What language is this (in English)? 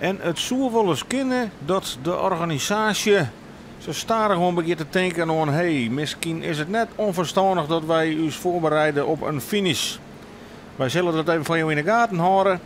Western Frisian